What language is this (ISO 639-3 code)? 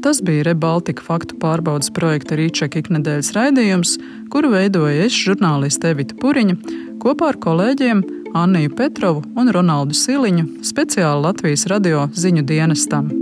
lav